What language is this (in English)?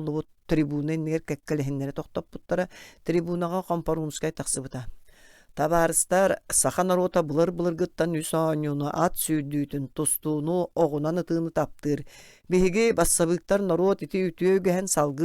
Yakut